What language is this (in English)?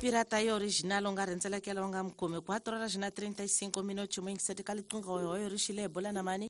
Tsonga